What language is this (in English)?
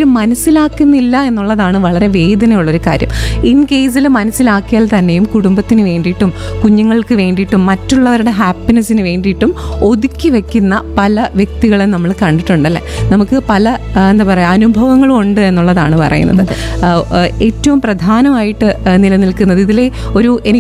Malayalam